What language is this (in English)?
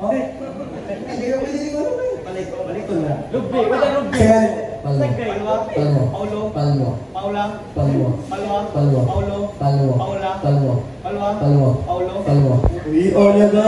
Cebuano